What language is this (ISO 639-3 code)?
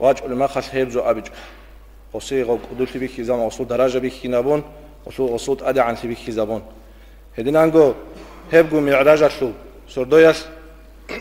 ava